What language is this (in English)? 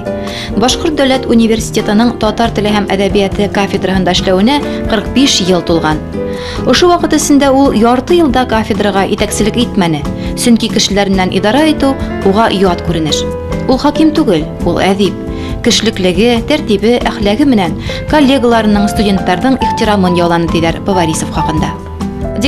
Bashkir